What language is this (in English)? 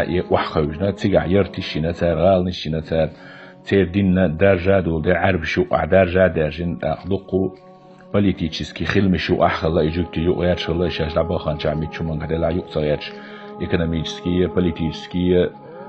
Chechen